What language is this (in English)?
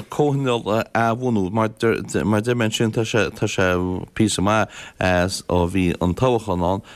Irish